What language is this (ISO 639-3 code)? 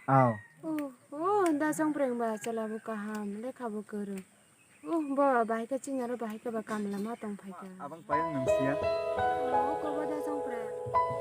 trp